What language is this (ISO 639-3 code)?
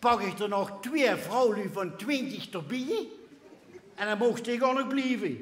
lim